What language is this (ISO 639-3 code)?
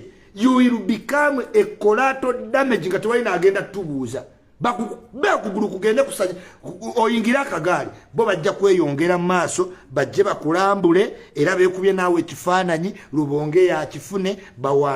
lug